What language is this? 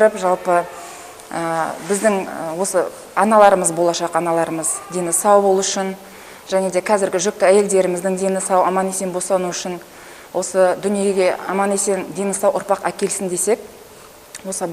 Kazakh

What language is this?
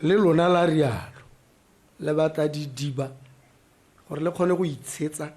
Tswana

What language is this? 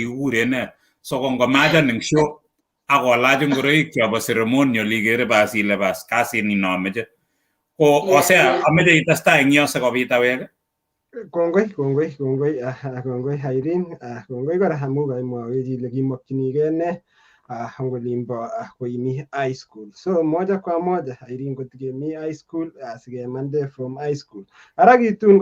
Kalenjin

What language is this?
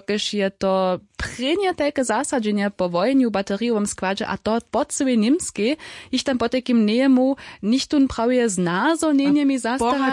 Upper Sorbian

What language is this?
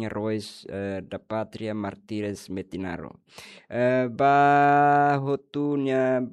Tetum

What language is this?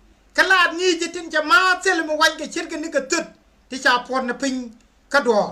Nuer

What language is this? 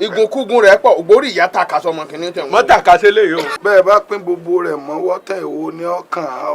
Yoruba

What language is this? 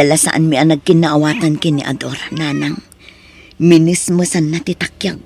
Iloko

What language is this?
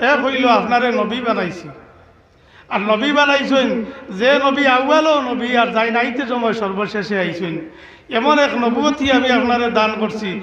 Sylheti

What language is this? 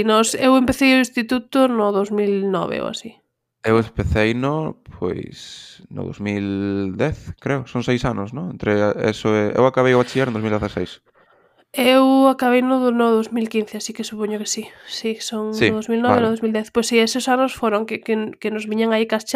Galician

